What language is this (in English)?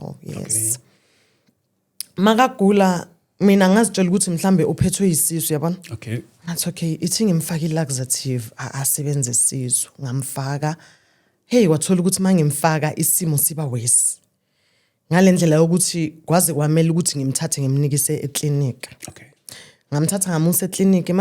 Zulu